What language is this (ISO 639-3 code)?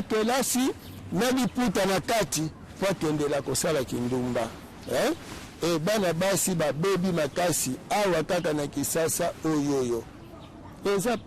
lin